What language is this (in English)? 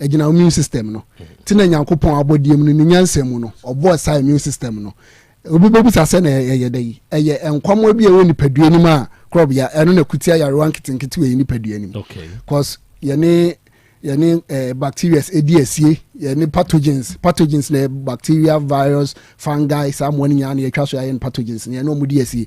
Akan